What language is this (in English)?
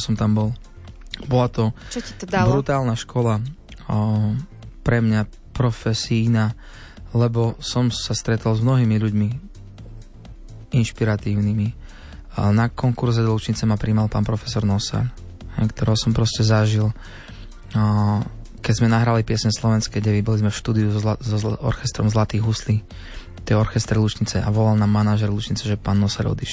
Slovak